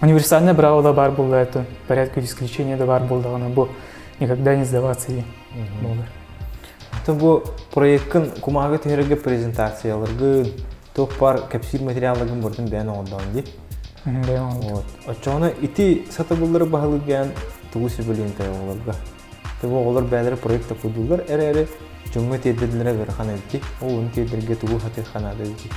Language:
Yakut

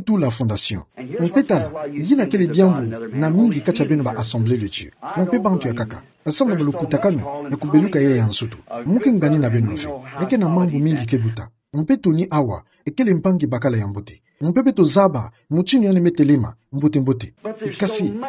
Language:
Kituba (Democratic Republic of Congo)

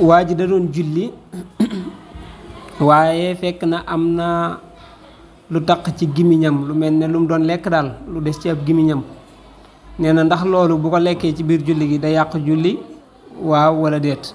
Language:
Wolof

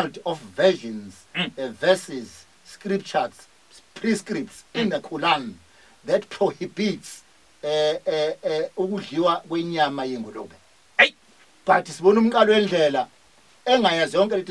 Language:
Zulu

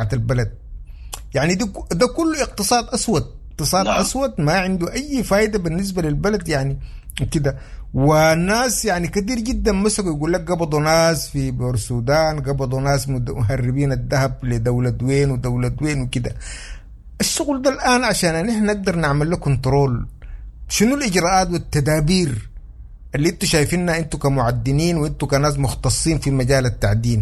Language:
Sudanese Arabic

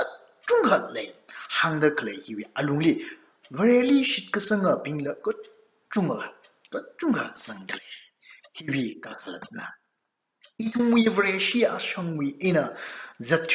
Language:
Tangkhul Naga (India)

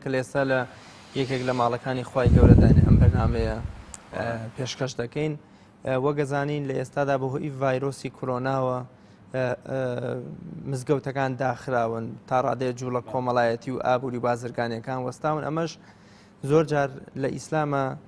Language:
Central Kurdish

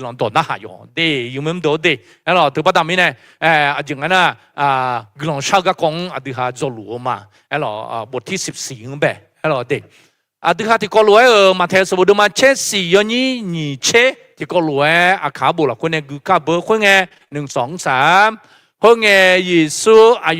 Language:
Akha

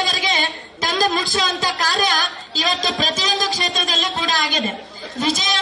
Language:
Kannada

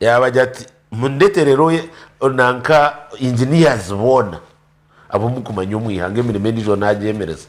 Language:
Nyankole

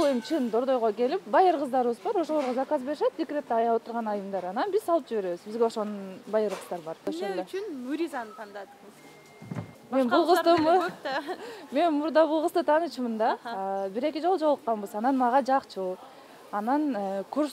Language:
Kyrgyz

